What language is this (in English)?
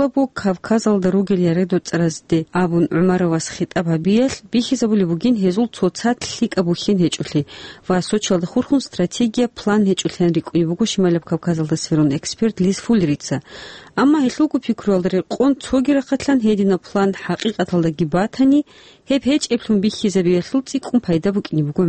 Avaric